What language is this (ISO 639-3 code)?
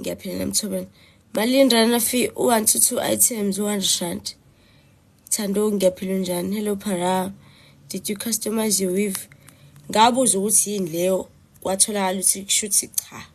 zul